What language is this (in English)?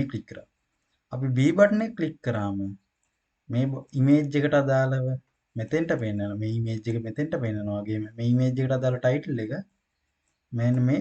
Sinhala